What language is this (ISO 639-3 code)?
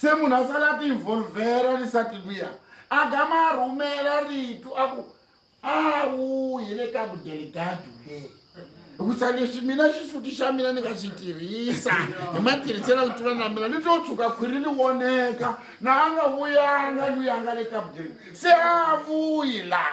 tso